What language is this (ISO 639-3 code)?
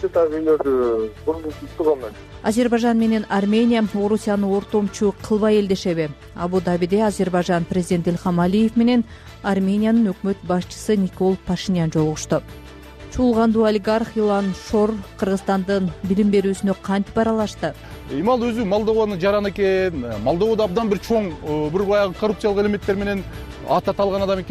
kir